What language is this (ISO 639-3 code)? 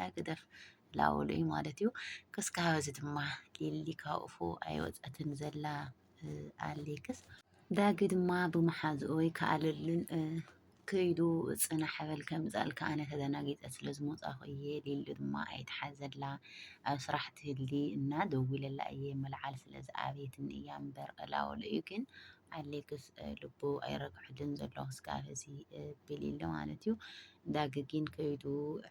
tir